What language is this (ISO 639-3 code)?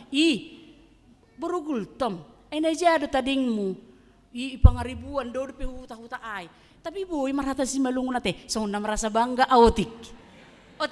bts